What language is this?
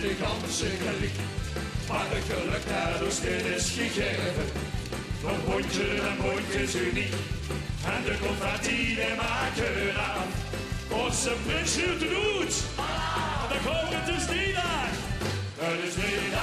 Limburgish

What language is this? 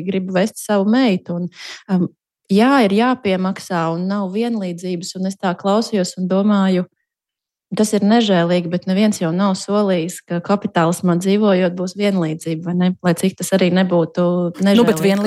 Latvian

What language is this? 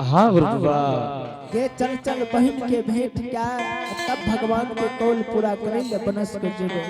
Angika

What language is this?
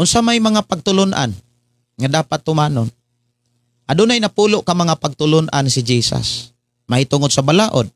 Cebuano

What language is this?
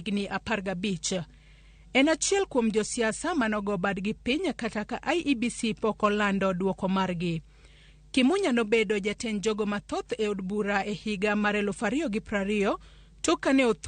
Luo (Kenya and Tanzania)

